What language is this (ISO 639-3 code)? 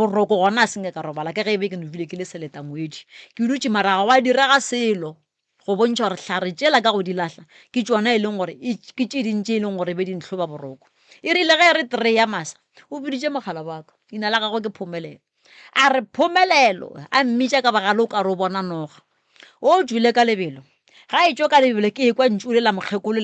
nso